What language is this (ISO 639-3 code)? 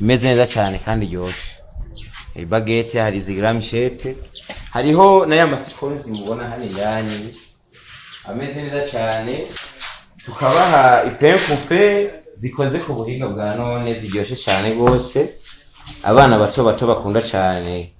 run